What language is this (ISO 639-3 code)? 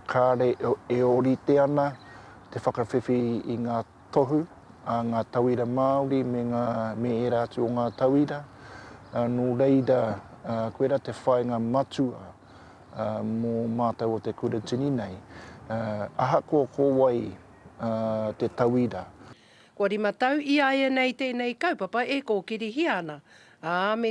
mri